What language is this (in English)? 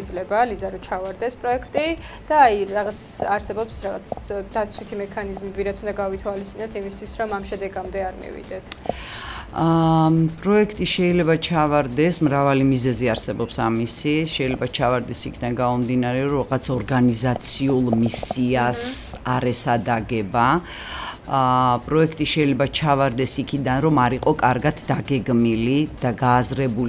Georgian